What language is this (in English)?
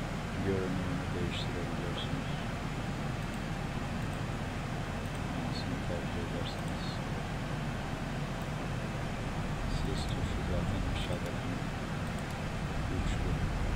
Turkish